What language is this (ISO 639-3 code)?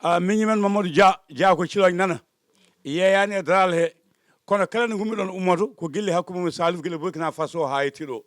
ful